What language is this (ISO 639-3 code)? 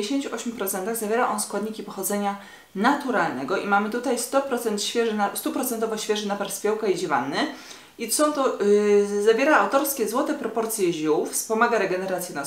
pol